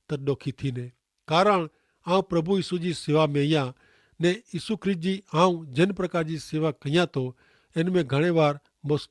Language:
Kachhi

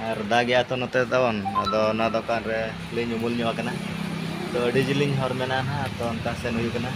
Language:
Santali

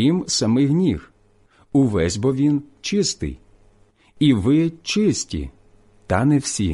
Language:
Ukrainian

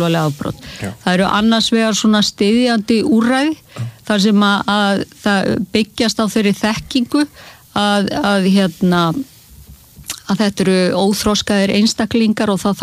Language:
Icelandic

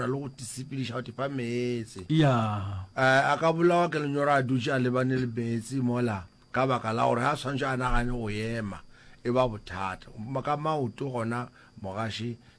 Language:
Northern Sotho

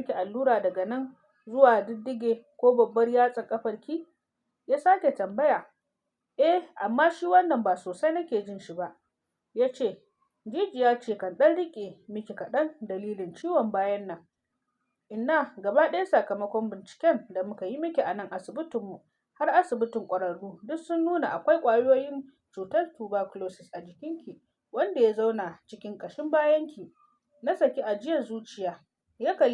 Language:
Hausa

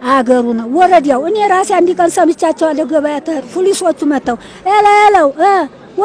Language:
Amharic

